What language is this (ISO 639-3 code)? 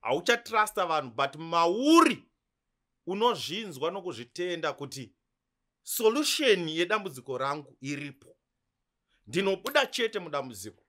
sna